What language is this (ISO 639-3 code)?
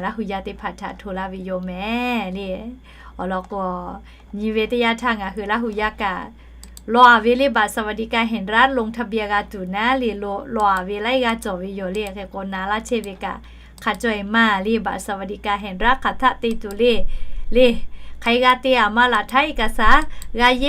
lhu